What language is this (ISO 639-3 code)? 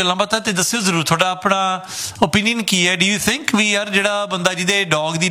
pan